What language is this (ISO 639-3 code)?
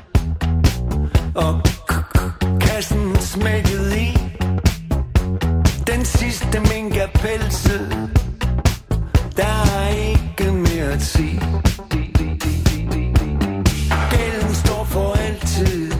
dan